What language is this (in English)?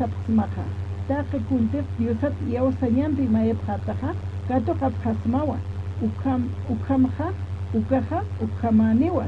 Aymara